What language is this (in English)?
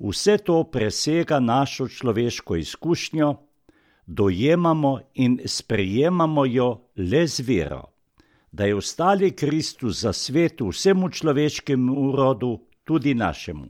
Slovenian